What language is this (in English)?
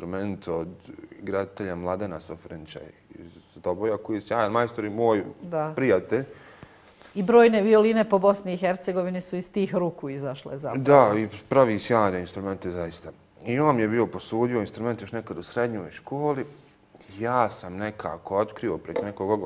Bosnian